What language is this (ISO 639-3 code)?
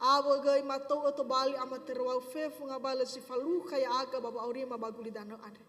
nia